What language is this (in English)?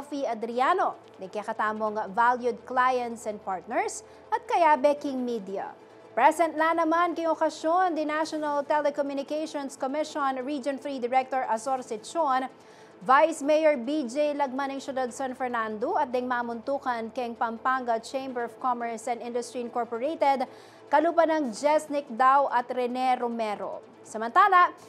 Pampanga